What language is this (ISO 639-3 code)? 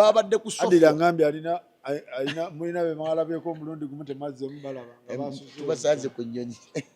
lug